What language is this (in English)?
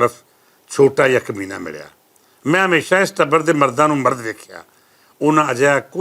Western Panjabi